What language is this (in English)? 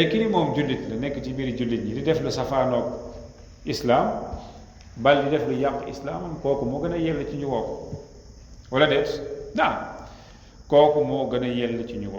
Wolof